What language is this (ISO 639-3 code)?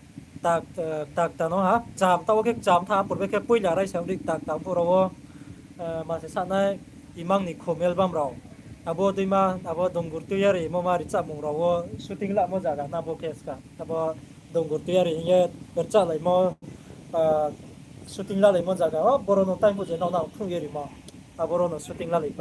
ria